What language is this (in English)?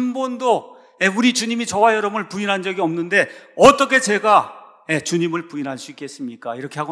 Korean